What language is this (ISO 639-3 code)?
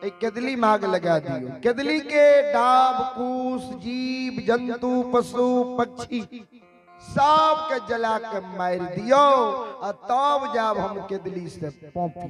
mai